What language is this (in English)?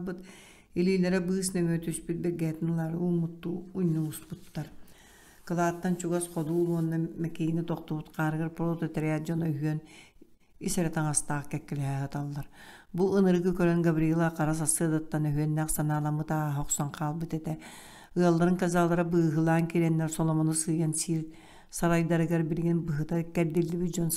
Yakut